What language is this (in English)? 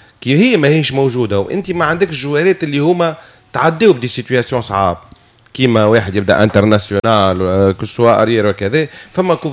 Tunisian Arabic